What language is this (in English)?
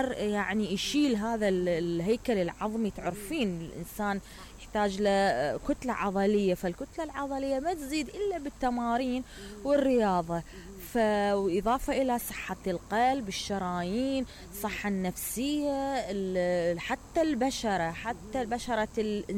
Mesopotamian Arabic